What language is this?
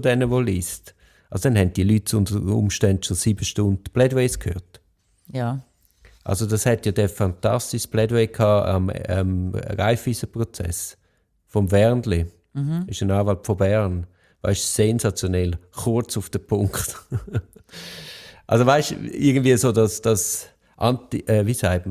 German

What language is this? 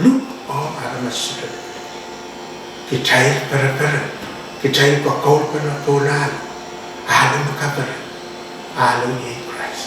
Pohnpeian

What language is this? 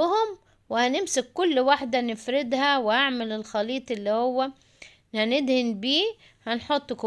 Egyptian Arabic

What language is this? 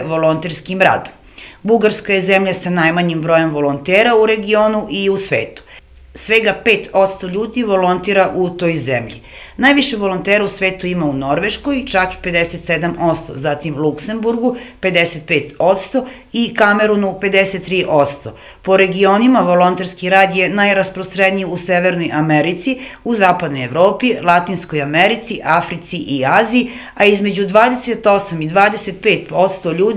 Serbian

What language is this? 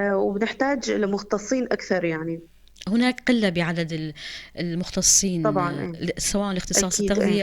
North Levantine Arabic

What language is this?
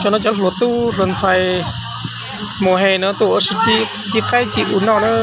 Hmong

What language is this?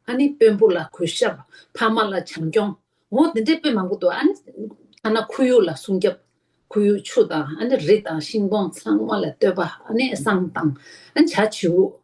Tibetan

